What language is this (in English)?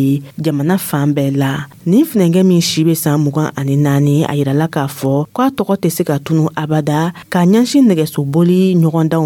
Dyula